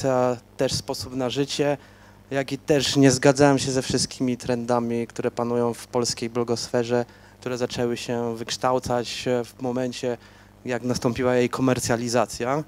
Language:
Polish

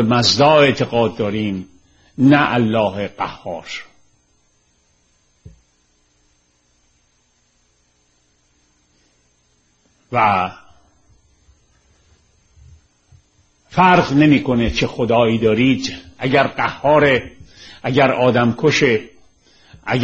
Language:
Persian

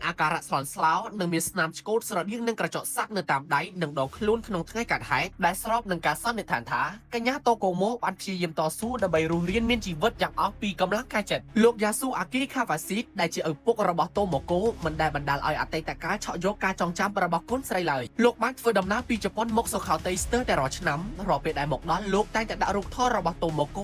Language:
Khmer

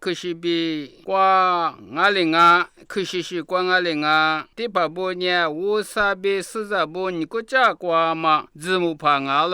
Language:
Lisu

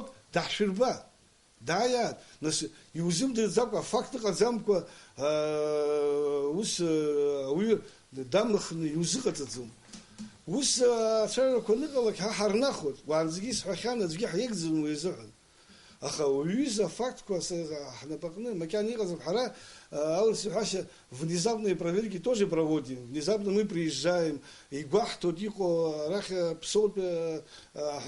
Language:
Abkhazian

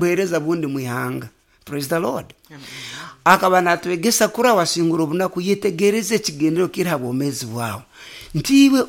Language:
Nyoro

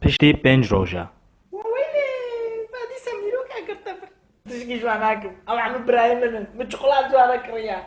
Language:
Kurdish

